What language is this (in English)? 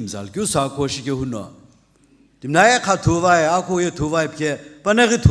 Sumi Naga